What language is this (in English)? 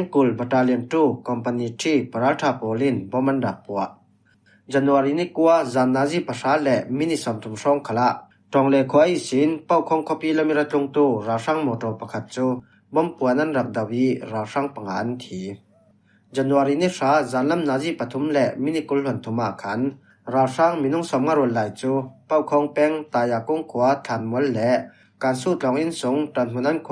Falam Chin